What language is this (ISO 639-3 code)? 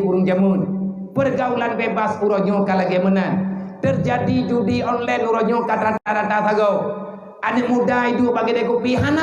ace